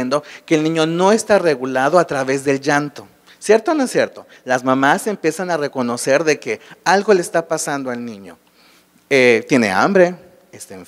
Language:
Spanish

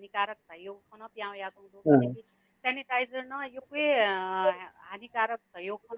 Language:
Newari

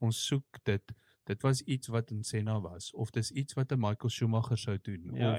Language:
Afrikaans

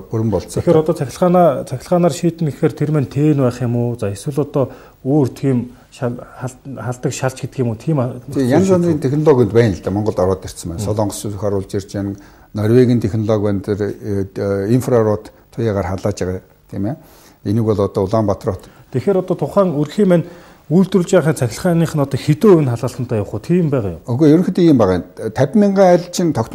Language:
Mongolian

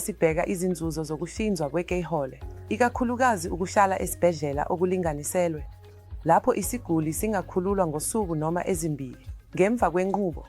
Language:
Zulu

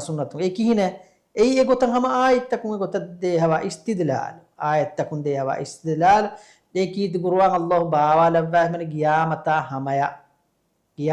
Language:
Divehi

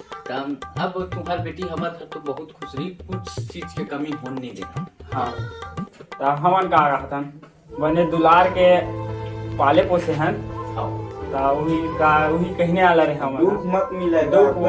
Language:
Chhattisgarhi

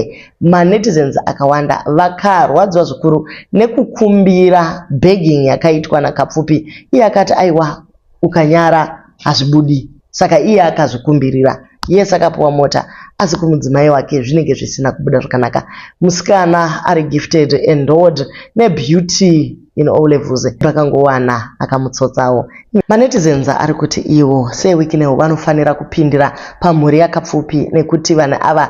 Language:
Shona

